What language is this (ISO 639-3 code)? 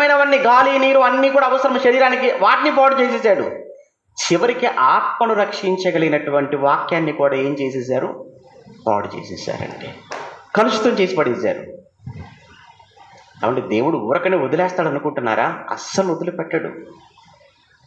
tel